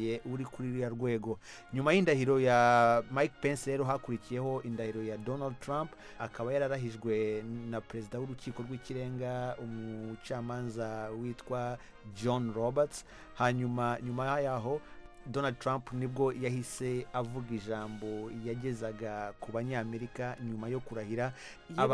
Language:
Kinyarwanda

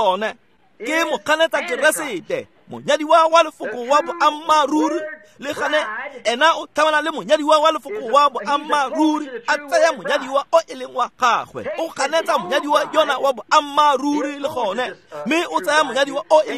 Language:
Tswana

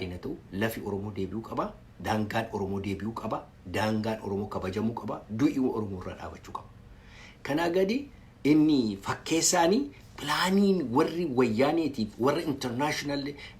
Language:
Oromo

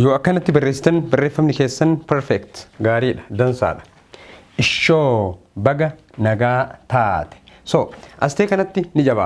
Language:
Oromo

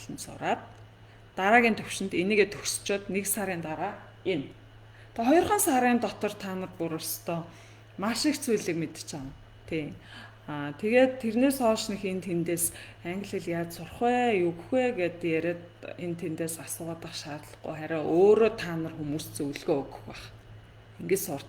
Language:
Mongolian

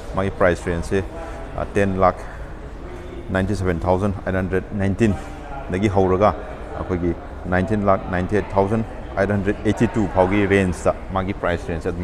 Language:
Manipuri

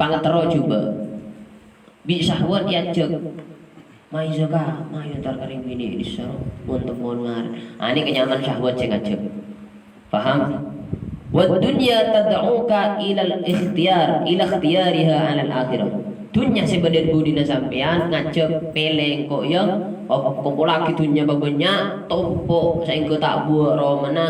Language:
Madurese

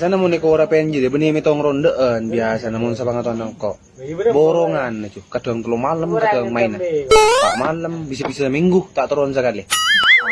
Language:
Madurese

